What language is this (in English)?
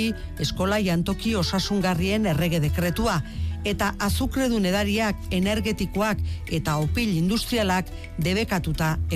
Basque